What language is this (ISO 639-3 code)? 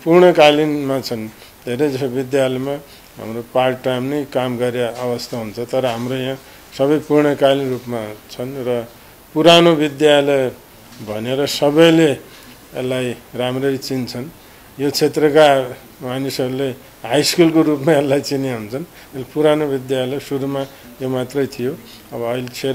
nep